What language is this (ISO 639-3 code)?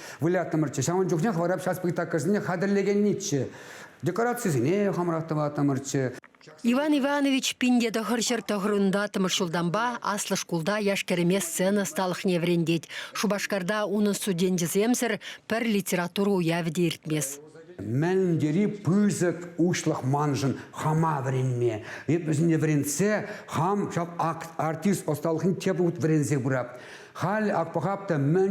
chv